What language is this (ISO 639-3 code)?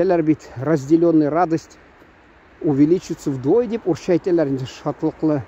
tat